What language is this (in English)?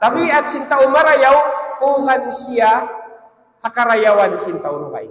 Tausug